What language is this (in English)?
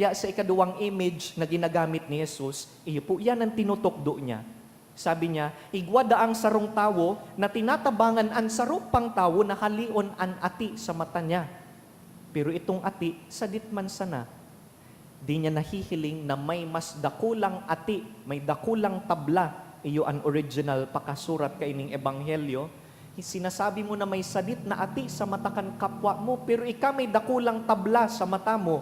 Bikol